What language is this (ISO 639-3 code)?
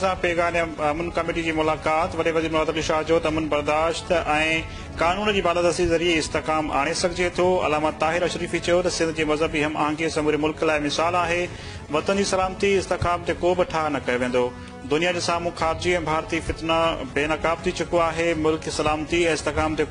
snd